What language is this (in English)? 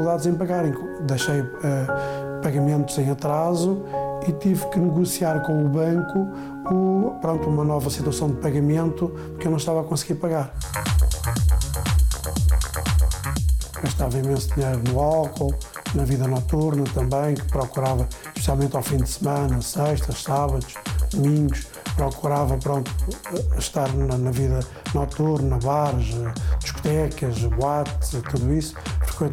Portuguese